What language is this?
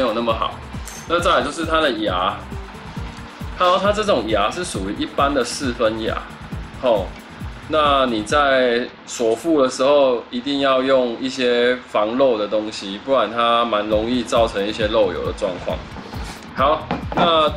Chinese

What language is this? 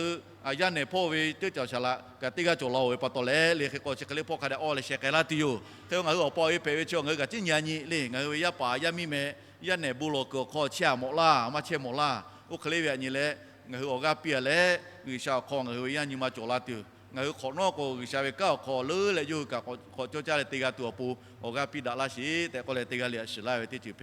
Lahu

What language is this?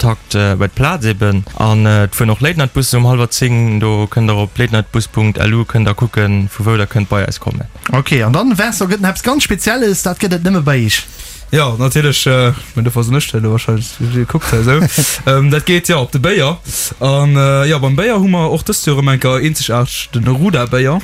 Luxembourgish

